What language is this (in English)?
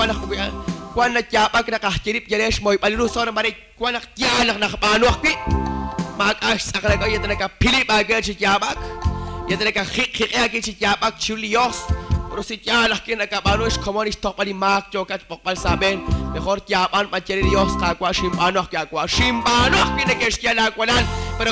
Kekchí